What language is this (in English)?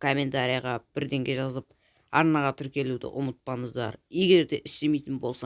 Kazakh